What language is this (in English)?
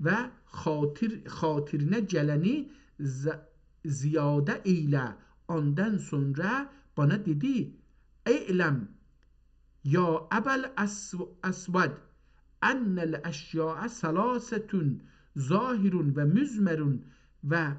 South Azerbaijani